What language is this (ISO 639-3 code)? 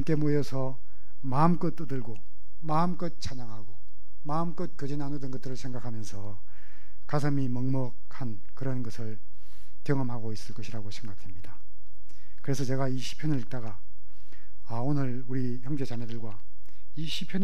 kor